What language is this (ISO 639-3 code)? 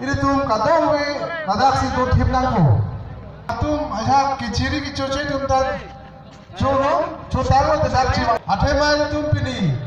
mjw